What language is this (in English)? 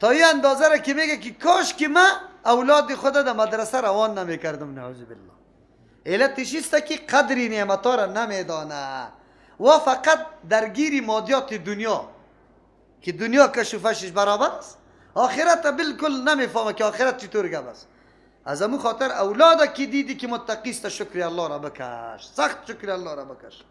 Persian